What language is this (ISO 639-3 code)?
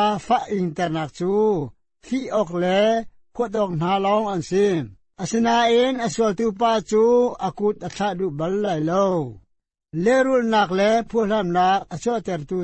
cnh